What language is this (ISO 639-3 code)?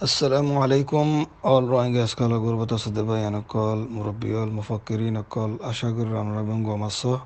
rhg